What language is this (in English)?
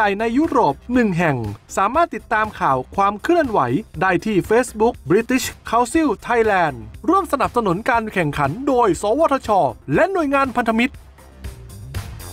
Thai